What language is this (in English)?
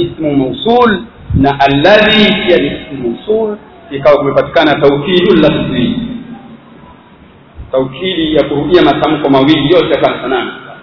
Swahili